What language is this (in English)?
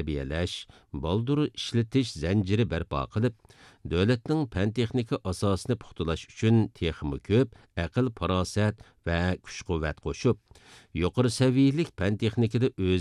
Uyghur